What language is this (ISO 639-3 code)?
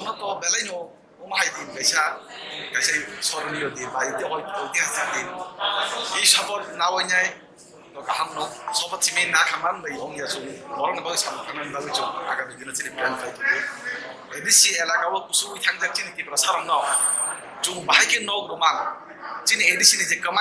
trp